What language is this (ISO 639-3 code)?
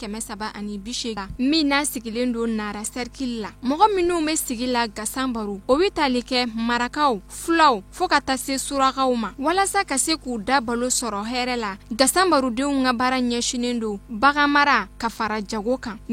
bam